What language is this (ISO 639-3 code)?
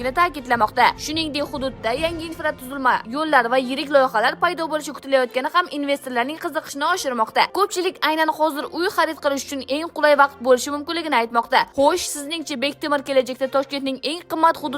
uzb